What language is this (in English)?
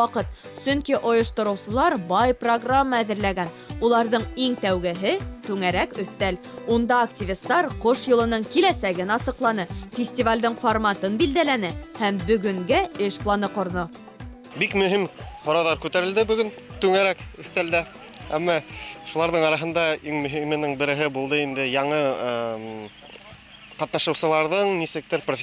Bashkir